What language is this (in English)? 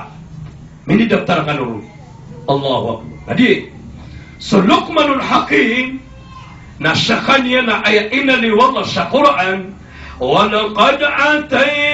Maranao